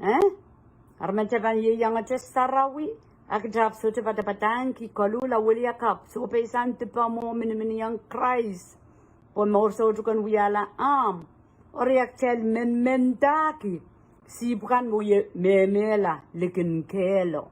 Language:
Pohnpeian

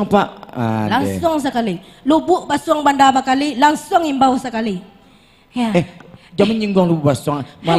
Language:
Minangkabau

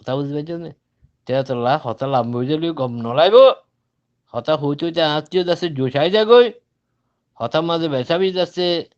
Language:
Rohingya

